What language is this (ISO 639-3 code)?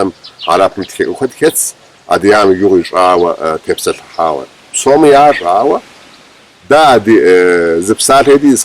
kbd